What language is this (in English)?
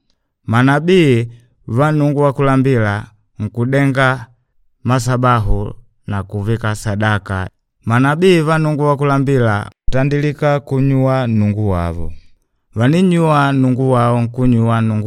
Makonde